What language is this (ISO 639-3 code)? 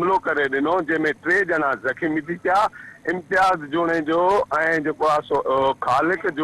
snd